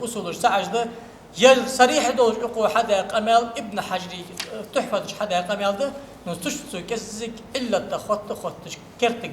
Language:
Ingush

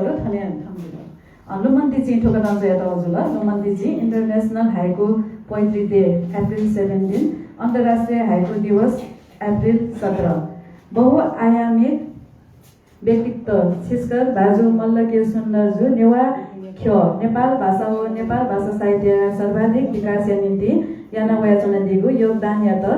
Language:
Newari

